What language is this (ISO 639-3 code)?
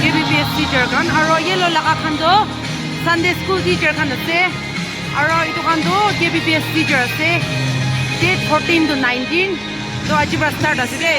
nag